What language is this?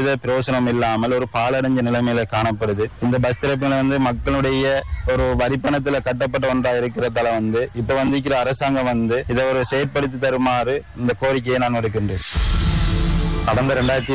Tamil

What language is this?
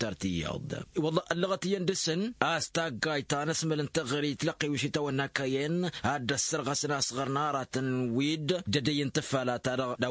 Tamasheq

